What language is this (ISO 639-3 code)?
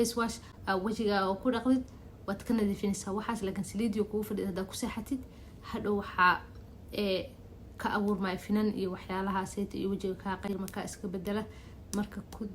som